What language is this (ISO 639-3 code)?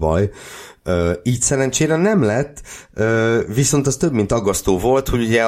hun